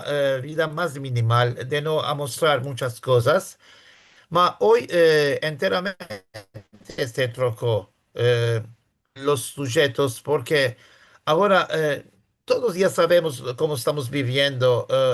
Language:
Ladino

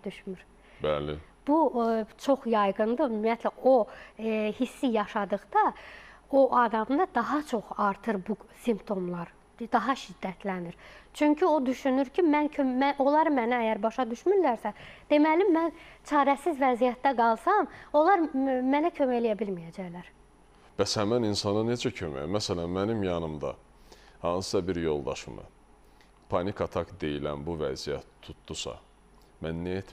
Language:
Azerbaijani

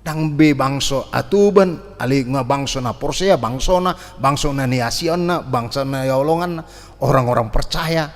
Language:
Batak Toba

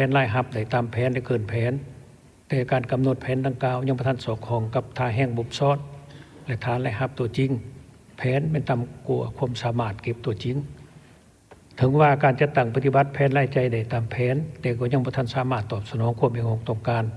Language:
Lao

